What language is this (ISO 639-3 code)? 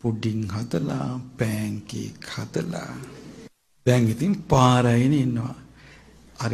sin